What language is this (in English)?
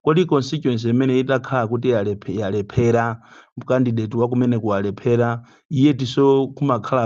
Nyanja